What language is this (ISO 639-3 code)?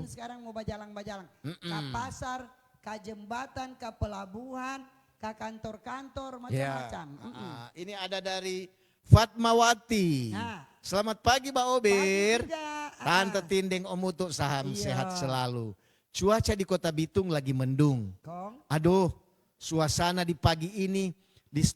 xmm